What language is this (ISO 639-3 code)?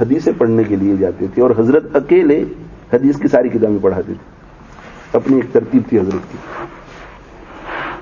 urd